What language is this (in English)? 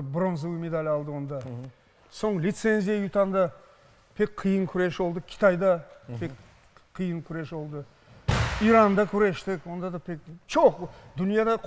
Crimean Tatar